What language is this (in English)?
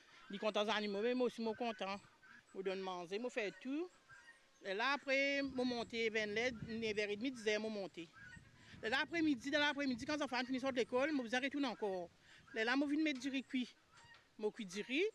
Morisyen